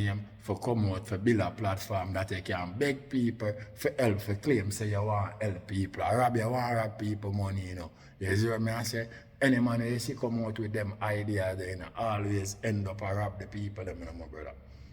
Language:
Jamaican Creole English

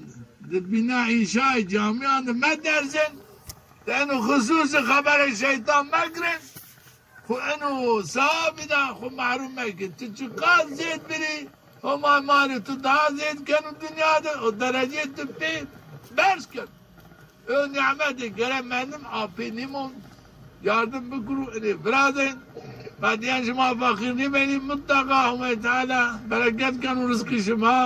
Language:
Zaza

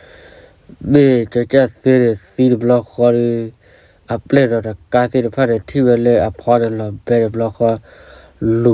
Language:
S'gaw Karen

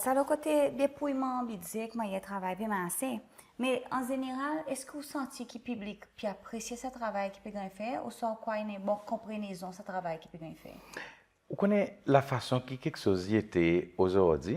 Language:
Seselwa Creole French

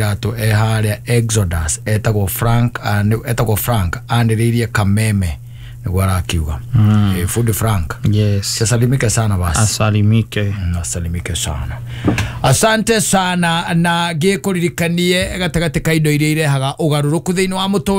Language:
Kikuyu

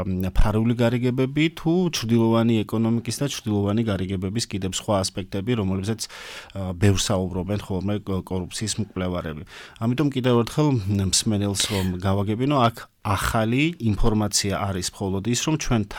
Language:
Georgian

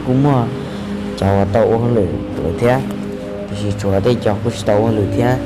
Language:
Hmong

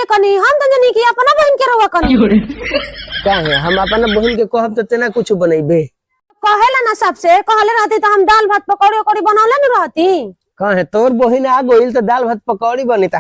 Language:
Bhojpuri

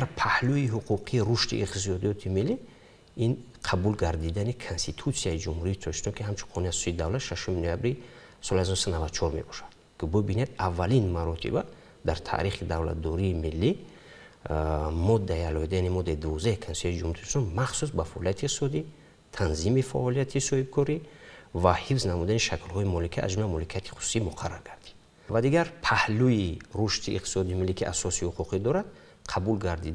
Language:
Tajik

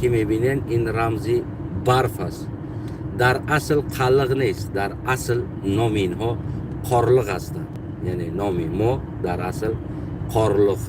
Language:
Tajik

